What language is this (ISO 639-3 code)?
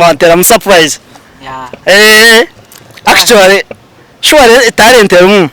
nyn